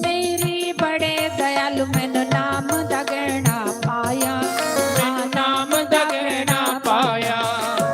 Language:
Dogri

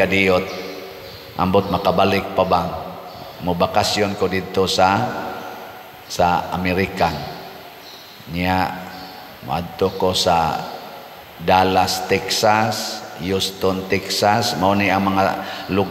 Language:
Cebuano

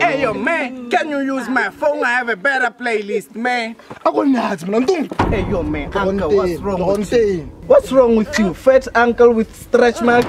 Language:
Tswana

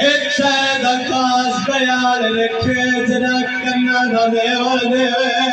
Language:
Saraiki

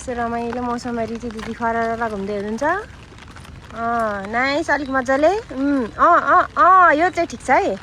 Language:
Nepali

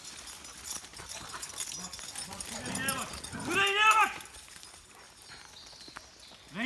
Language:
Turkish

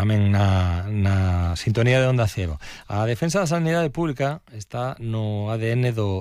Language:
Galician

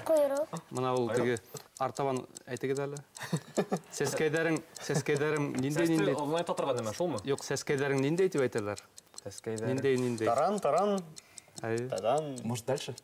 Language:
Bashkir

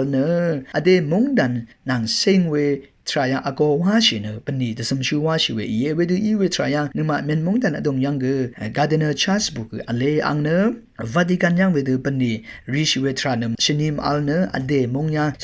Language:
Rawang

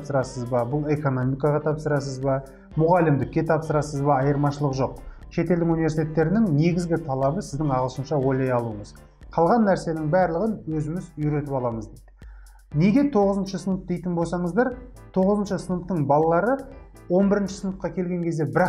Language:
Kazakh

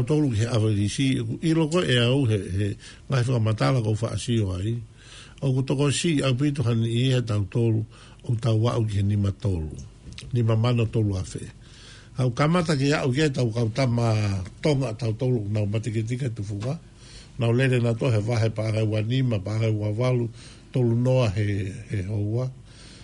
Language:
Tongan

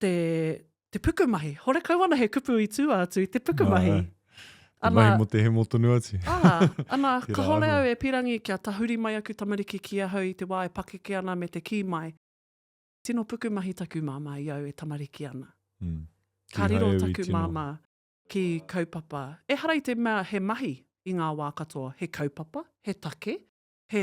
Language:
Māori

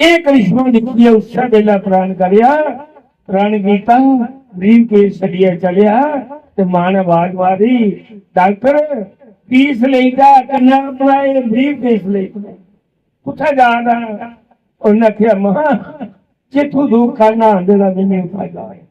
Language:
Dogri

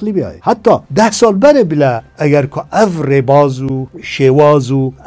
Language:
Kurdish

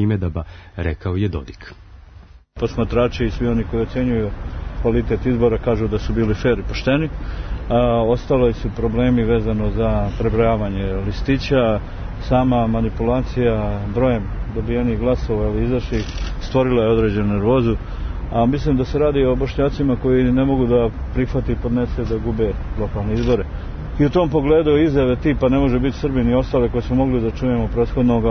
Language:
Serbian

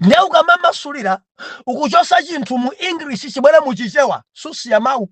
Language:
Nyanja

